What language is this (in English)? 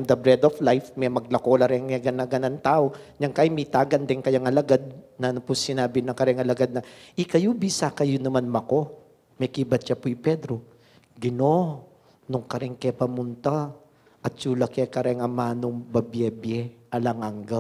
Pampanga